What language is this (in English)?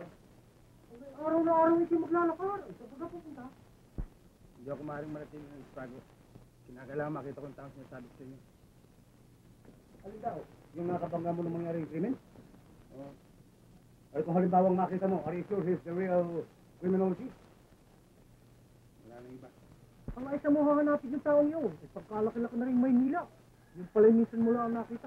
Filipino